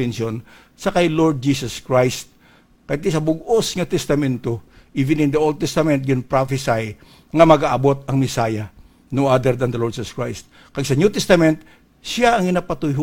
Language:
Hiligaynon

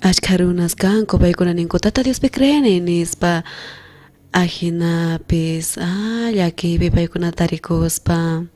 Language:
South Bolivian Quechua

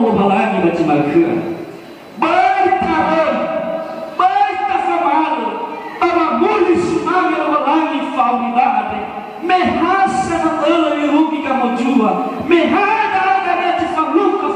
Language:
Nias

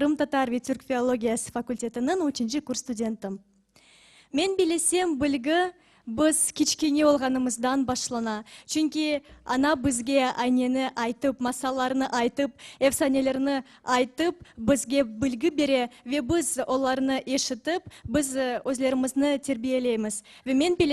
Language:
Crimean Tatar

